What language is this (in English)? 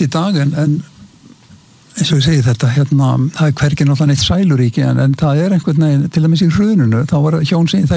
Icelandic